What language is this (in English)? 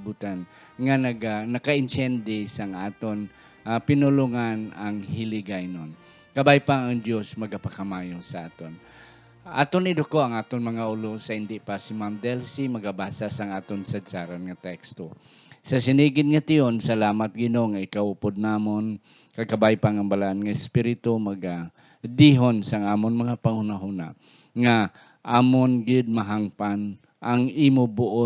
Hiligaynon